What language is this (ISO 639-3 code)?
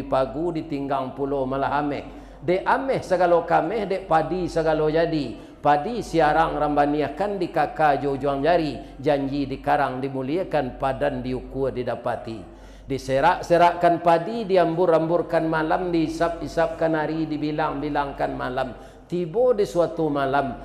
min